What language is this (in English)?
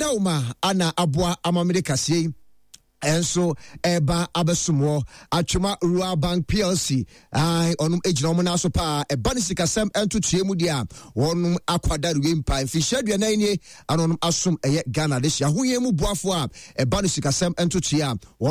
Akan